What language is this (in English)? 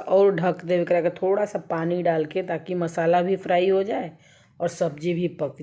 Bhojpuri